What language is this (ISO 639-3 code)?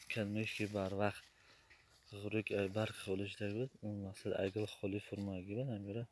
tgk